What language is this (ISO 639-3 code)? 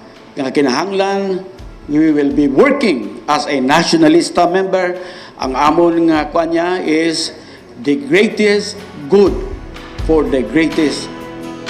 hil